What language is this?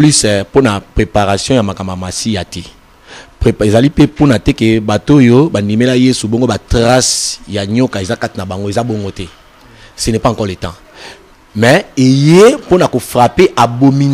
Lingala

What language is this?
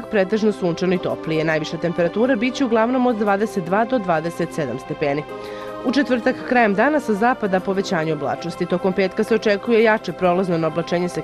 Serbian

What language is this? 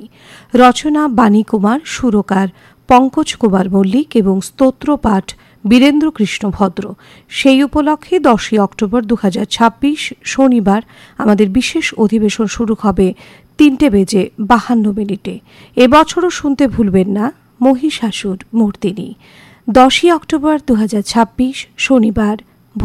Bangla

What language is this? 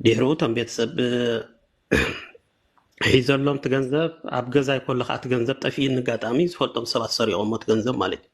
Tigrinya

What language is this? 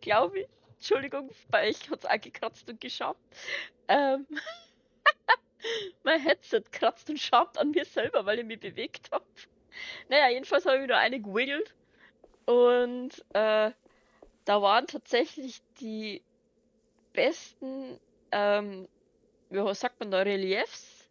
Bavarian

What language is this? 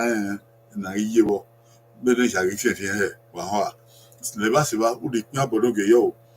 Bini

